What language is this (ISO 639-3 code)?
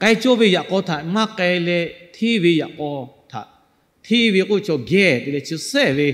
lhu